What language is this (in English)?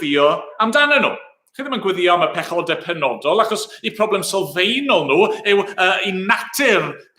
Welsh